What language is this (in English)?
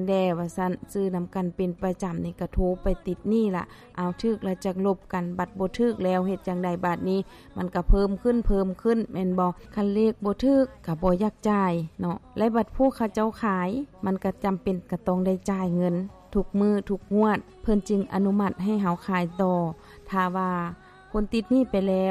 Lao